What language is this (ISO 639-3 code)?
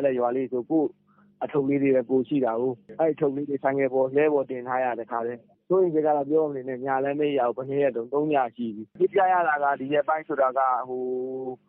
mya